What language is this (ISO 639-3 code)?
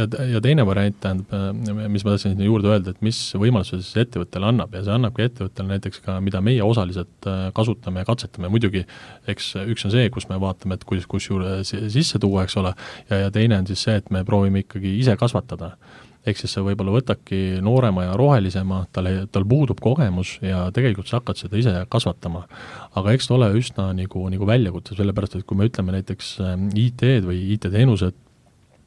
est